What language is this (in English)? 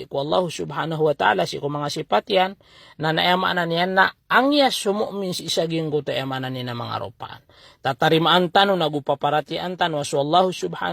Maranao